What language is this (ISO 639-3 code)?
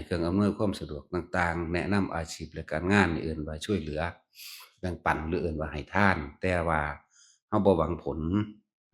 tts